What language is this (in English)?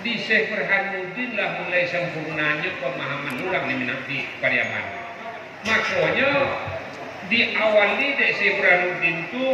Minangkabau